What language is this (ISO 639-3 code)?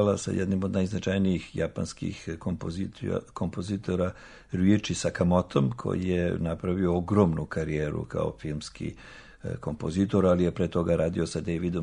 srp